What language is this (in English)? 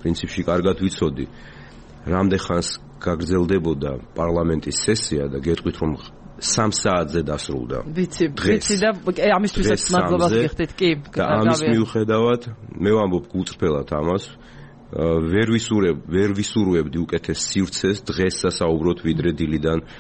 Georgian